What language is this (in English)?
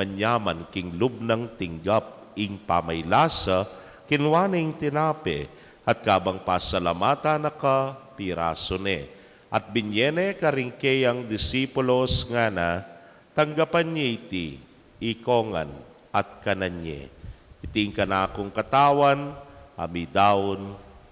Pampanga